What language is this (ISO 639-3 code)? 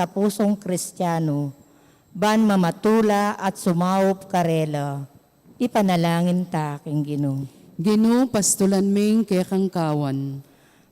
pam